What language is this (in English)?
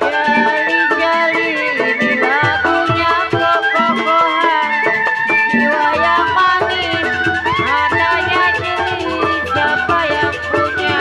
Betawi